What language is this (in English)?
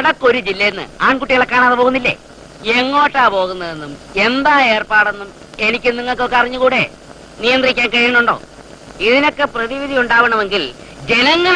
Malayalam